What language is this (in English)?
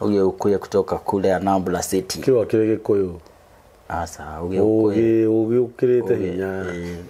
Kikuyu